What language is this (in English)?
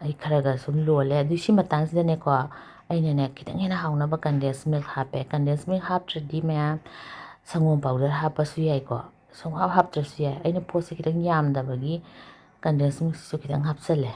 Manipuri